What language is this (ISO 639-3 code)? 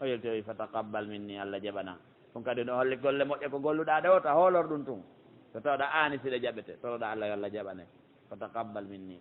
fuf